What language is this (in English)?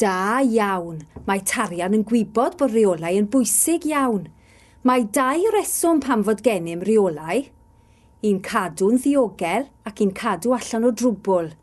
Welsh